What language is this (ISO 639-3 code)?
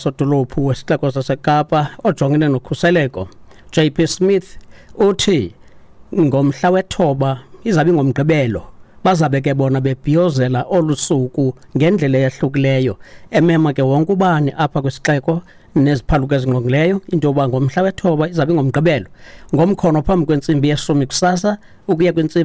xho